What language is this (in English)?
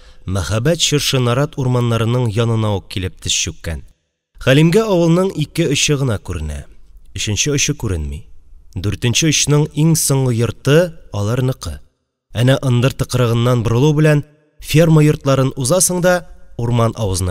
Tatar